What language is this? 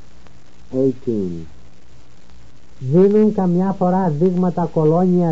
Greek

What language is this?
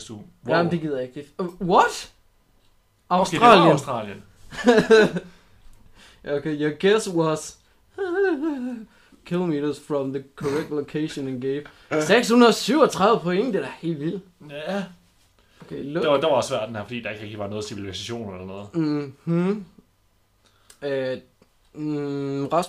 Danish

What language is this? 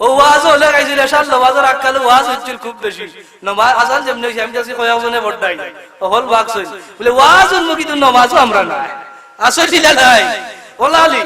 Sylheti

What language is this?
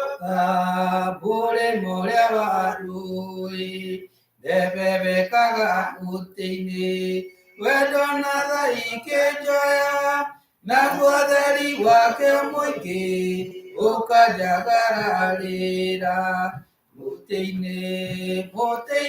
Kikuyu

